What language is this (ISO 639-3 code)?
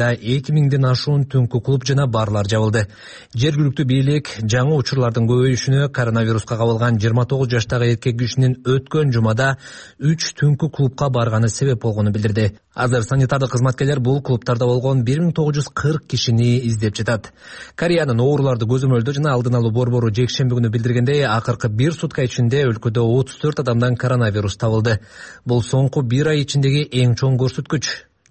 kir